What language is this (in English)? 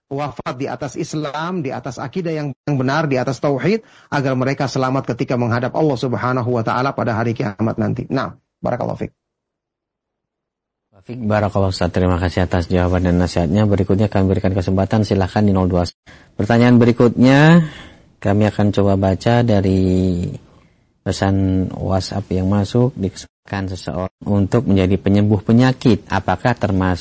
Indonesian